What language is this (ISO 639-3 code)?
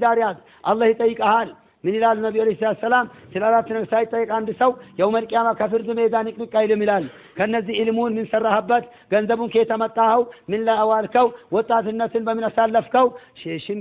amh